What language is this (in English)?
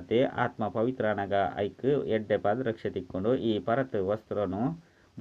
Tulu